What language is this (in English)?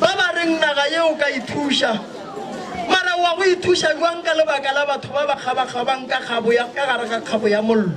Northern Sotho